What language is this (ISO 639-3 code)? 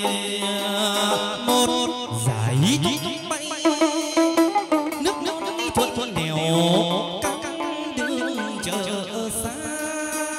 vie